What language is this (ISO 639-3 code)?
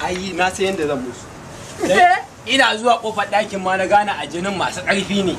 hau